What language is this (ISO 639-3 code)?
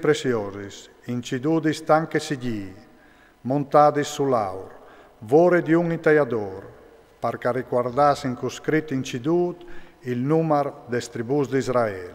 fur